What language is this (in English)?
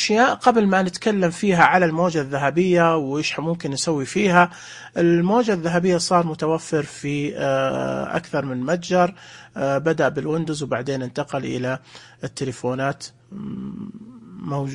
Najdi Arabic